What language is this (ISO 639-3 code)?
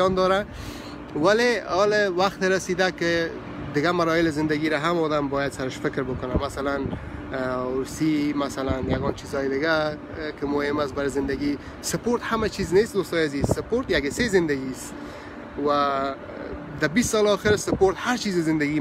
fas